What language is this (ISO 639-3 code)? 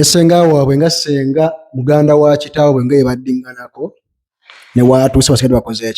lug